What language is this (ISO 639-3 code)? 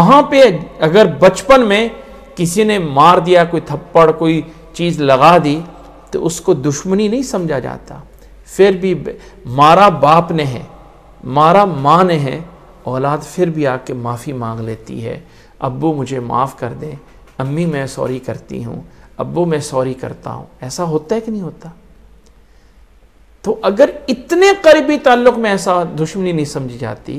urd